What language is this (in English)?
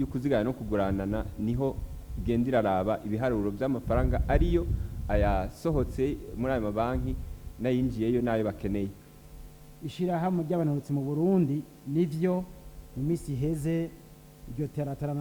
Rundi